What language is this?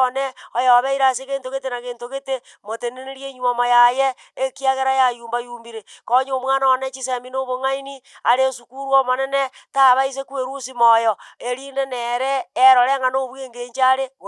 Gusii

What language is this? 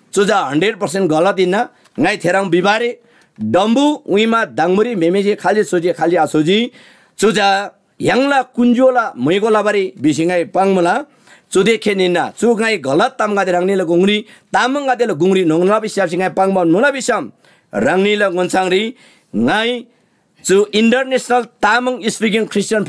Eastern Tamang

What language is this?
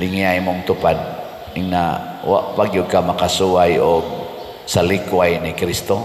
Cebuano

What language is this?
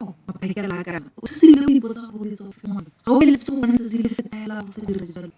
Tswana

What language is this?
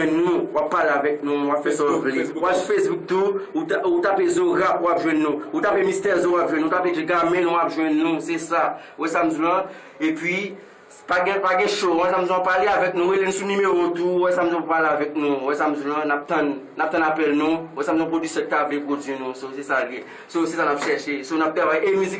Haitian Creole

